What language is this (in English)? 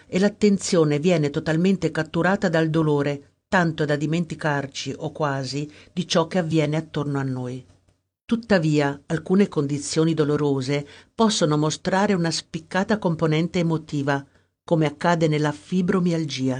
Italian